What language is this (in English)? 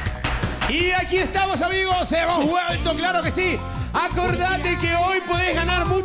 Spanish